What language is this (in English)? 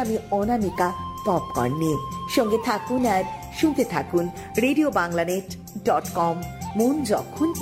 Bangla